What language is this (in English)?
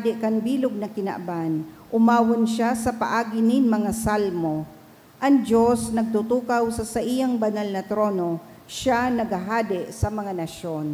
Bikol